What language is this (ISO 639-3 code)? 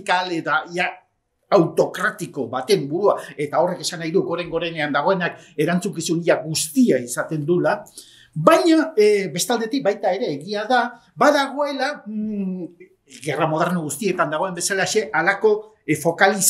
eus